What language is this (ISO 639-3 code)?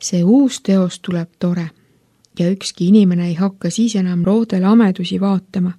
est